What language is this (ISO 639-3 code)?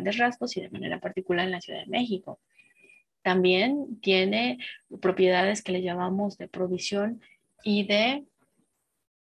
spa